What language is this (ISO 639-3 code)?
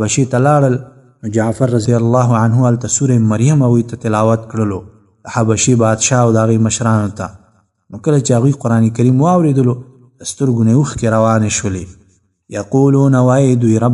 pus